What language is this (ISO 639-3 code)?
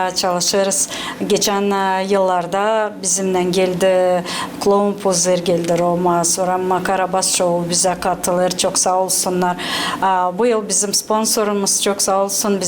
gag